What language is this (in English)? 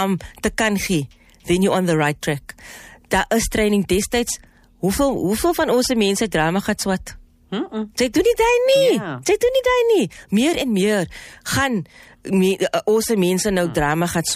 Afrikaans